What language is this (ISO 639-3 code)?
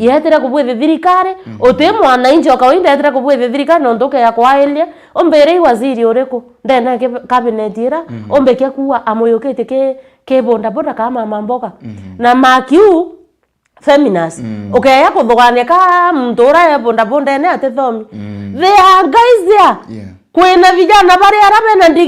mer